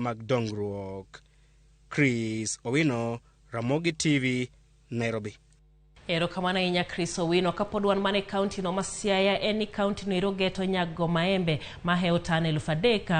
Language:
Luo (Kenya and Tanzania)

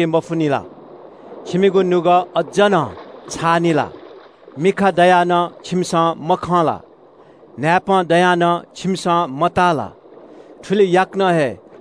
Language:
Newari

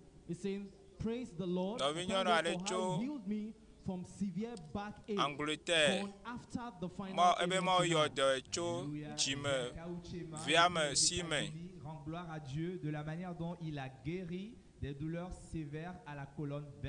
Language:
Ewe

